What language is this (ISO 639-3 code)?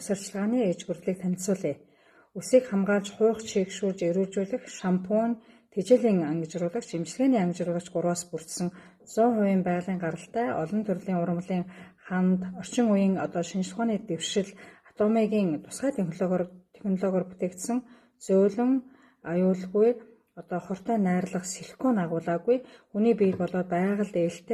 mon